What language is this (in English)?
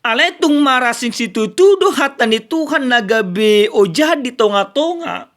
Batak Toba